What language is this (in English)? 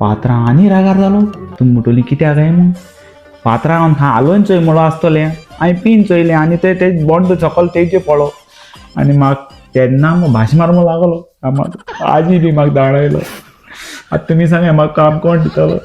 Konkani